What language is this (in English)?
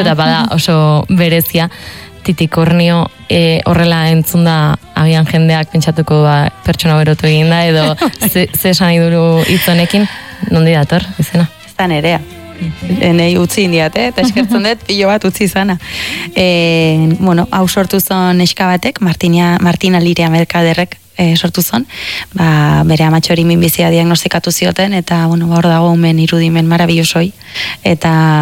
Basque